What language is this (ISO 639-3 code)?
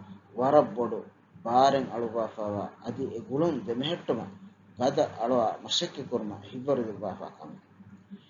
div